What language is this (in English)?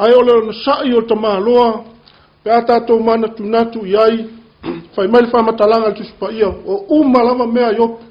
Samoan